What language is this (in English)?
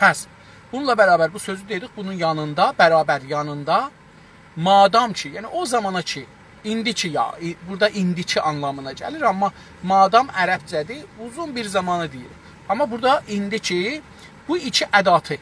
South Azerbaijani